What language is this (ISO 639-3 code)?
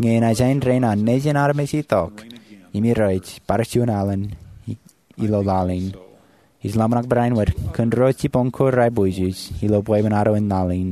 mah